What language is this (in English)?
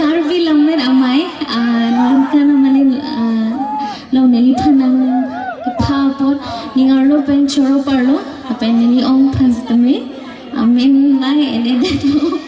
Karbi